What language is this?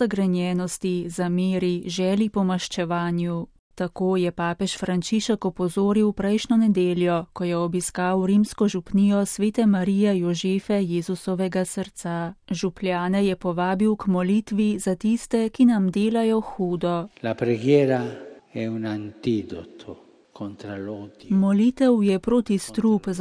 Slovenian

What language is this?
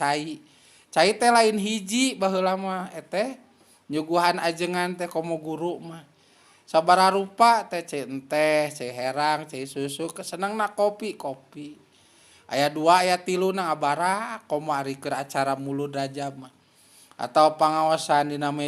Sundanese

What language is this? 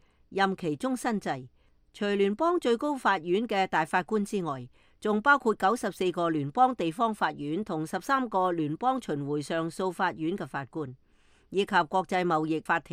Cantonese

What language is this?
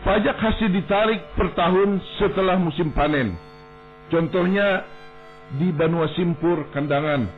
Banjar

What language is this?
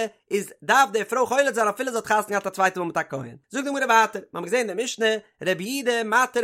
Yiddish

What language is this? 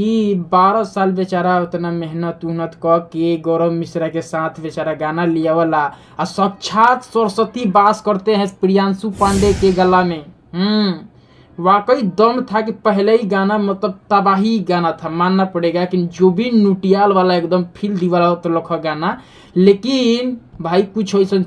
Bhojpuri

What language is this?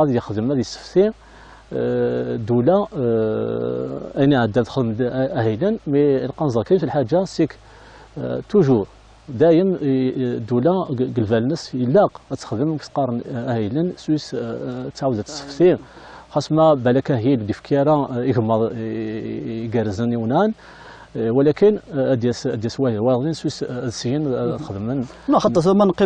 Kabyle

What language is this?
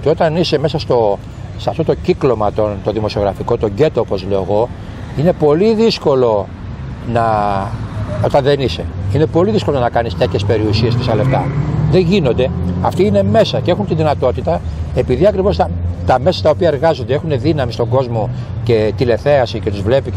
Greek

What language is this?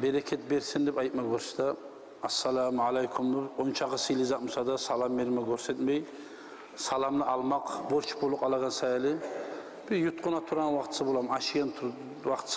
Kumyk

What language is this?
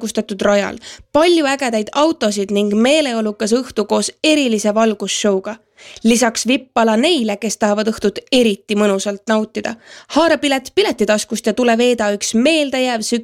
Estonian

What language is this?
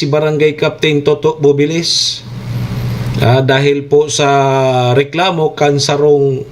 Bikol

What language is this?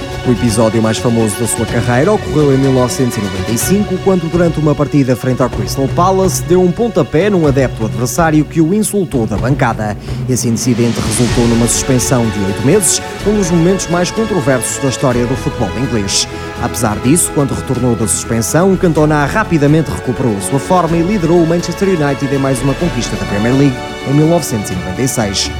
Portuguese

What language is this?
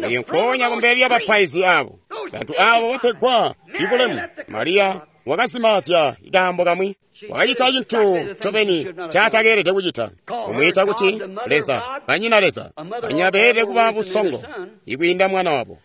Tonga (Zambia)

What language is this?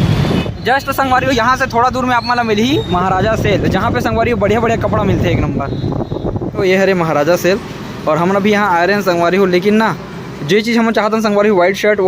Chhattisgarhi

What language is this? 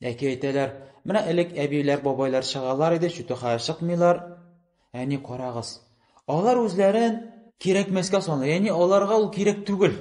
Tatar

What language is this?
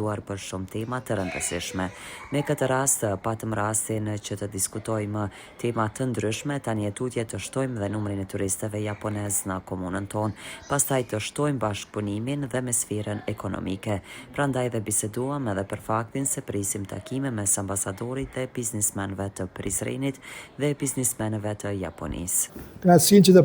Albanian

